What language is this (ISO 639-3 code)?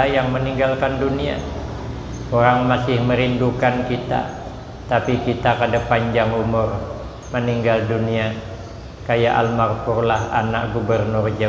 bjn